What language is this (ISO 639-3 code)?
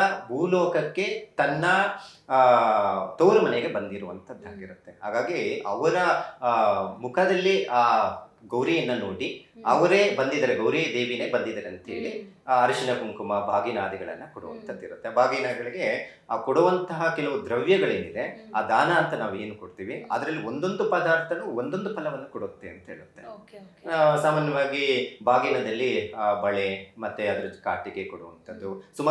kan